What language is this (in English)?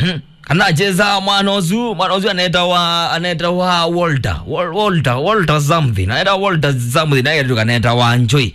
Kamba